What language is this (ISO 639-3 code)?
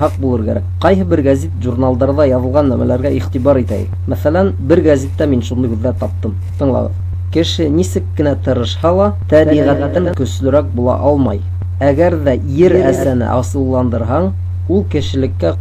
bak